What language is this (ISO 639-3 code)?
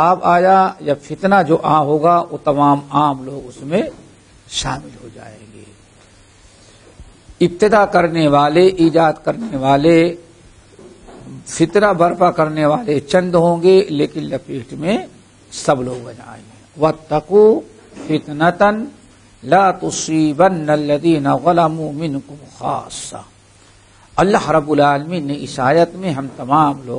urd